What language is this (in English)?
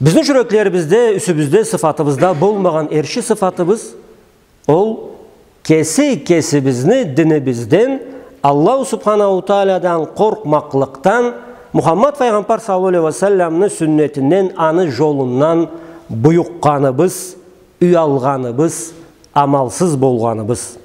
Karachay-Balkar